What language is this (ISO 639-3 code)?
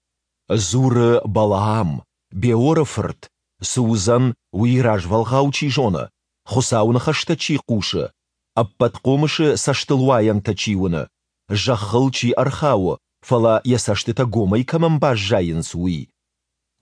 oss